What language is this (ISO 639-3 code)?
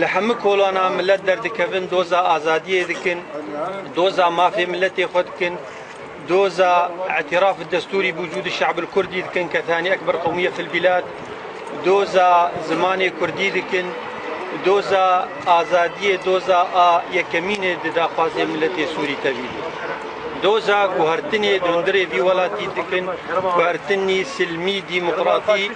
kur